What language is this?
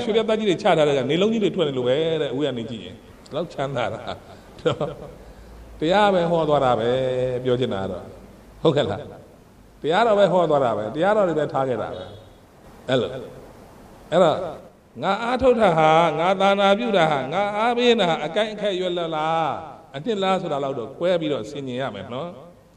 Burmese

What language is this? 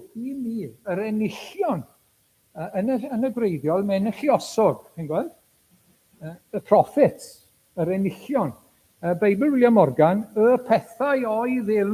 Welsh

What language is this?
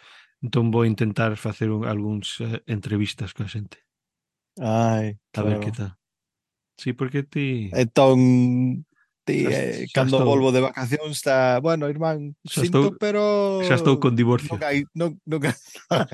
Galician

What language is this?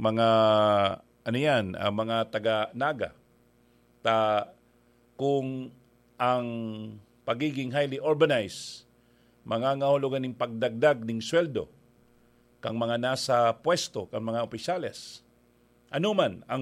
Bikol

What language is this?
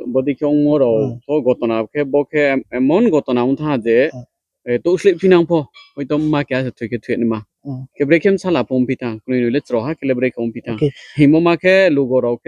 Riang (India)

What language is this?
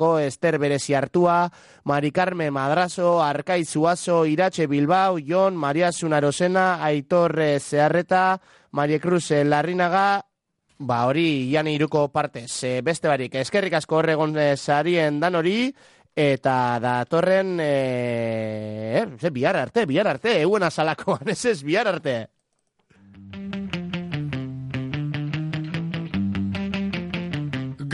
Basque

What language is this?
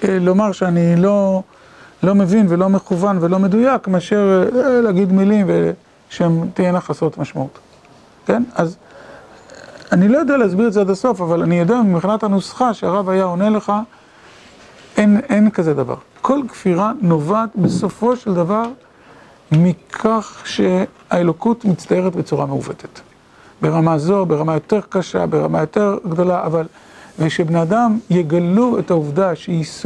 Hebrew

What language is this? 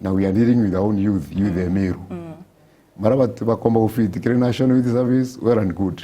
Meru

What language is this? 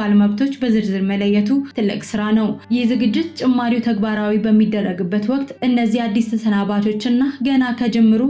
Amharic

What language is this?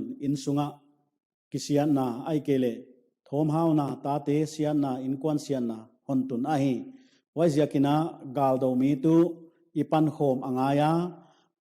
Paite Chin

